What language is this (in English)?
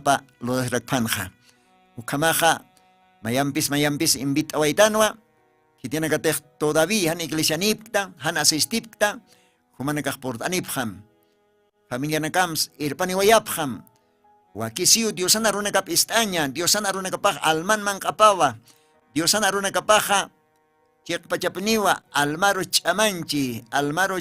Aymara